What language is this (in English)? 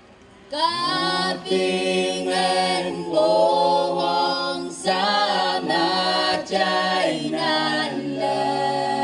Pohnpeian